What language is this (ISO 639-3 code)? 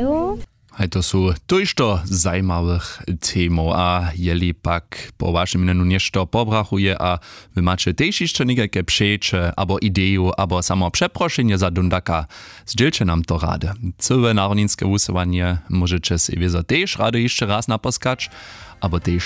hsb